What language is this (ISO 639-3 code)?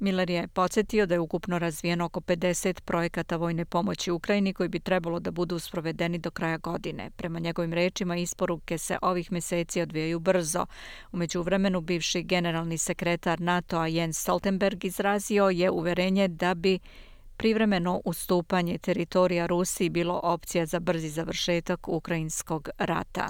srp